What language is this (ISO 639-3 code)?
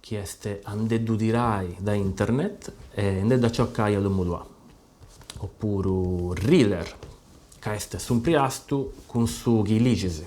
srd